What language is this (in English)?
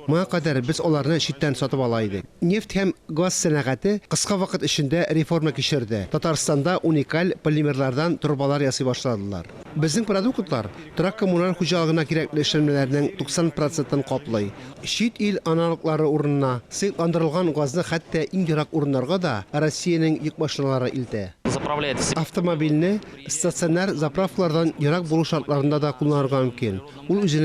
Tatar